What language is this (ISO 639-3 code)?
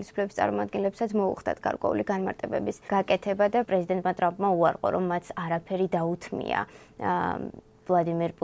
kat